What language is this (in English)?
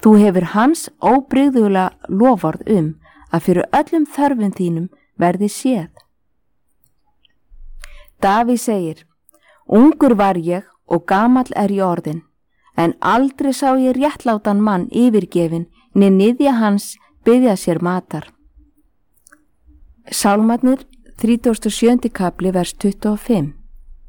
Icelandic